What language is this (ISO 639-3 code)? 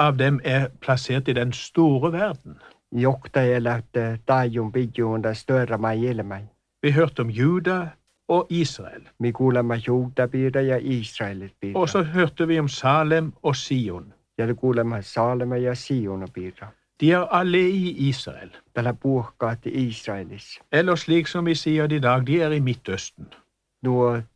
nor